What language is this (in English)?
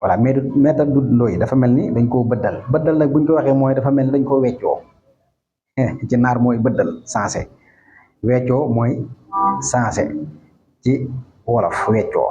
Wolof